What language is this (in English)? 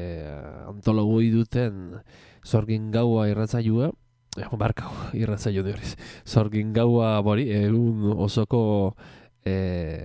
Basque